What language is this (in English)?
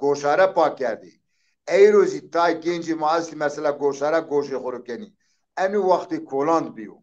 Zaza